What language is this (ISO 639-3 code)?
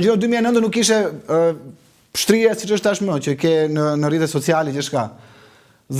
sqi